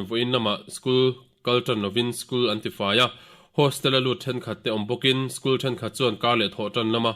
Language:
Mizo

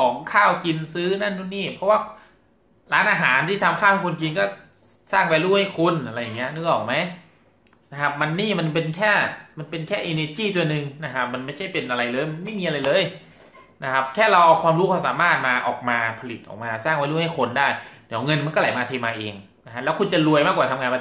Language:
Thai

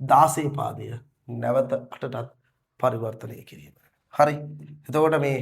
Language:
Sinhala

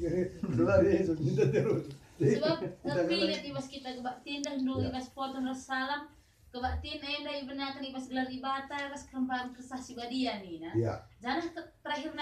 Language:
Batak Karo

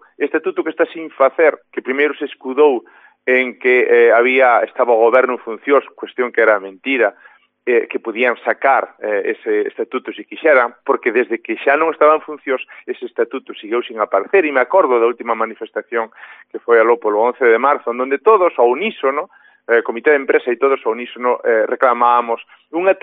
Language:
Galician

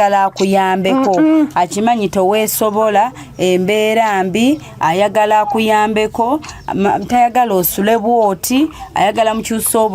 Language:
Ganda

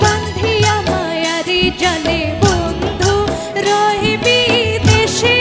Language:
Sylheti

